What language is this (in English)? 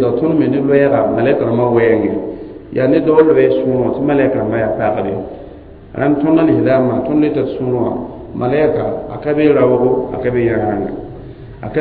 Mossi